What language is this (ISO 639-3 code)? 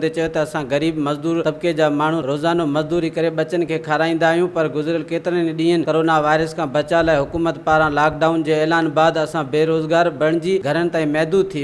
snd